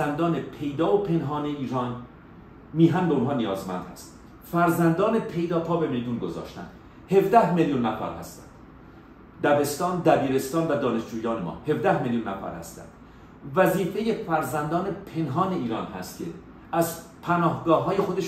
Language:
Persian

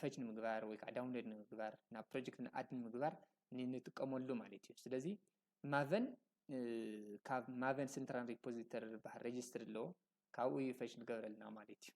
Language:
Tigrinya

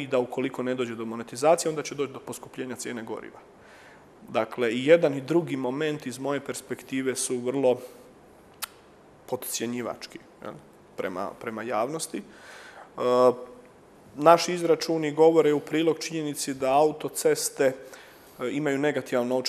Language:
Croatian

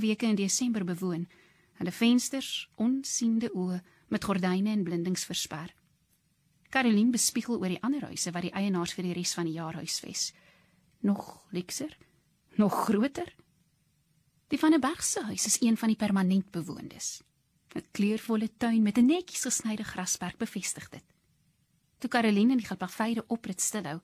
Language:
Afrikaans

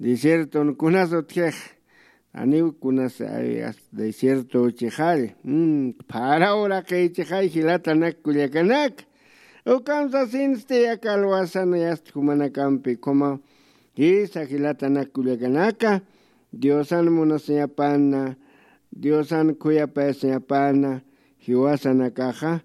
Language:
Aymara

